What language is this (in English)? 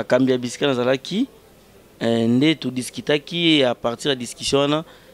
Lingala